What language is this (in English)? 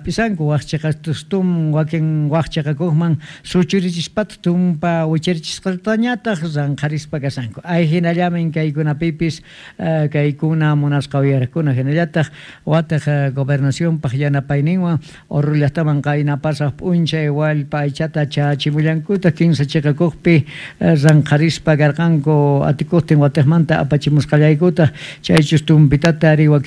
South Bolivian Quechua